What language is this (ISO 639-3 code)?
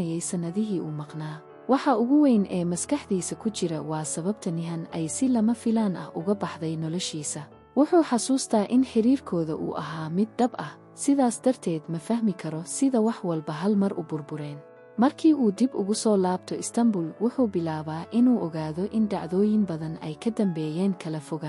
som